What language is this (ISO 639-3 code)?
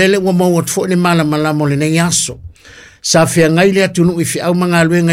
smo